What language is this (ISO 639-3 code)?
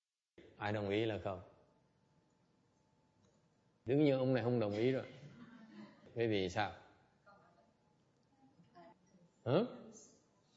vie